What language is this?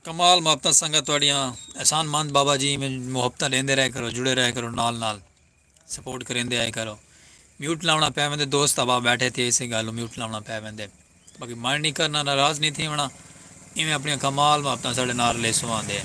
Saraiki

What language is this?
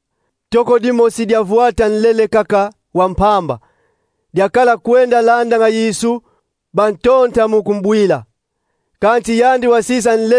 Kongo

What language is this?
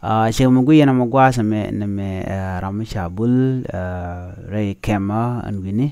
Nuer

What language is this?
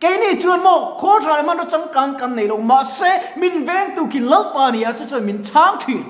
Mizo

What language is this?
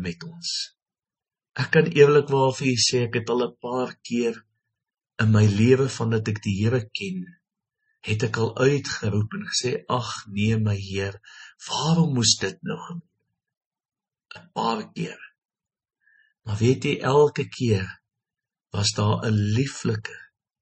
Afrikaans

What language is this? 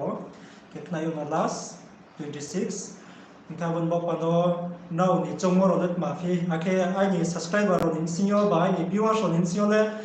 Riang (India)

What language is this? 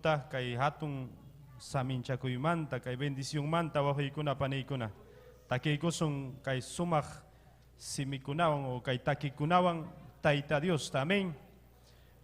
Ayacucho Quechua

